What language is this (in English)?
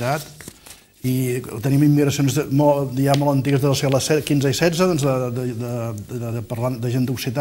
Catalan